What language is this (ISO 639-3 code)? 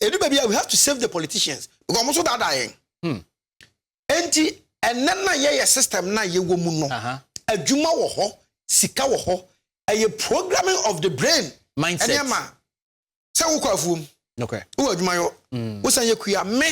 aka